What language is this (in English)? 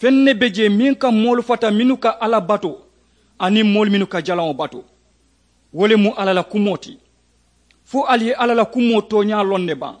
Mandingo